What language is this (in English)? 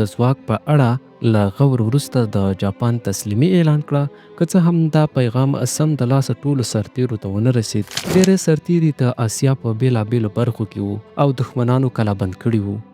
Pashto